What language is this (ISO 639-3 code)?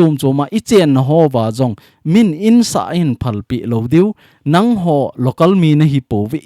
tcz